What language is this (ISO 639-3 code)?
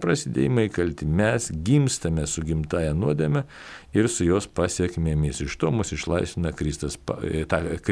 lit